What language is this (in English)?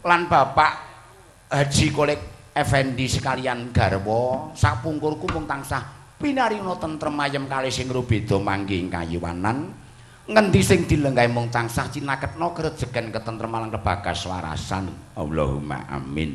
Javanese